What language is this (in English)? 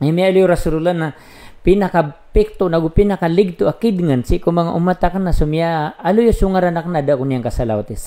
Maranao